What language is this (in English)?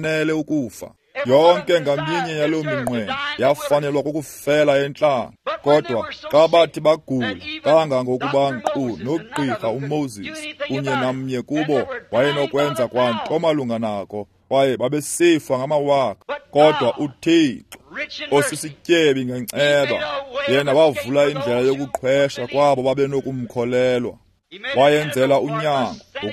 Xhosa